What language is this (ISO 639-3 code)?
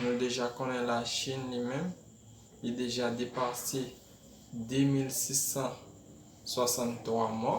hat